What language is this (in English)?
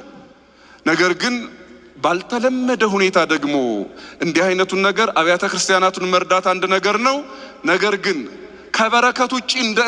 Amharic